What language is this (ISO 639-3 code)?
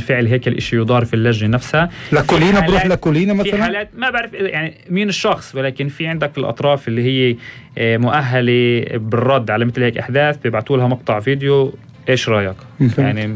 apc